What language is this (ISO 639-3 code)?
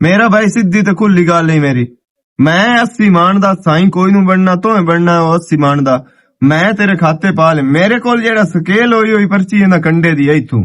lah